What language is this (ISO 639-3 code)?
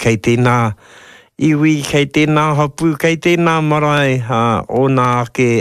mri